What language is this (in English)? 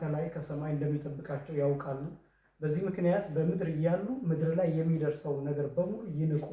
Amharic